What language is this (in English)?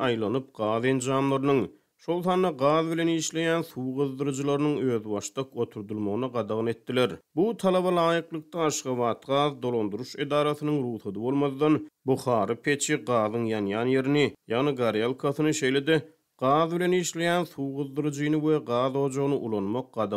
Turkmen